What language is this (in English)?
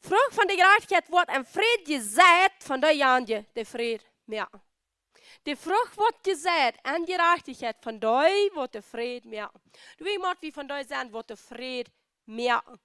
Plautdietsch